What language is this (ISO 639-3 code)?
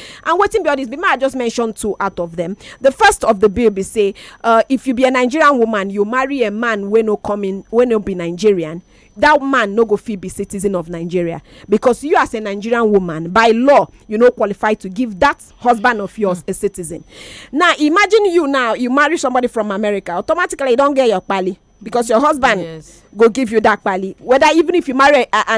pcm